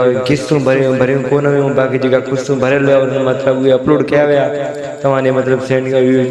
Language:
Sindhi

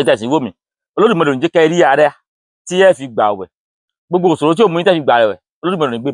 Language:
Yoruba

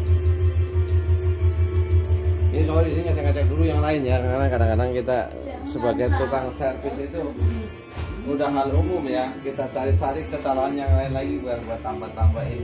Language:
Indonesian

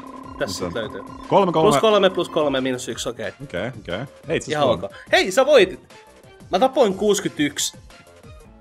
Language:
Finnish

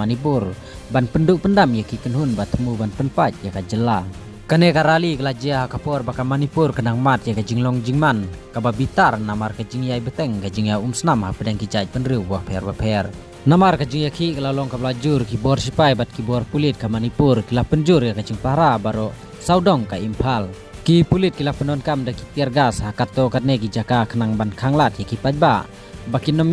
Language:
Khasi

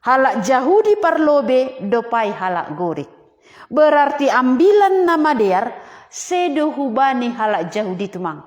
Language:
Batak Simalungun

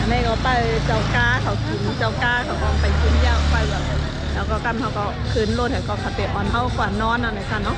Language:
Shan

